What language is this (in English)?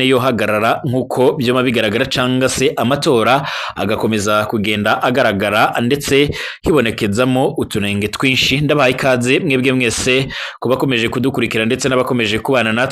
Rundi